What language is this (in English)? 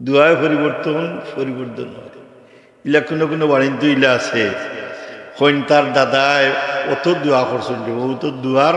Sylheti